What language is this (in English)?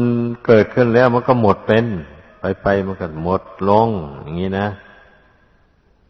Thai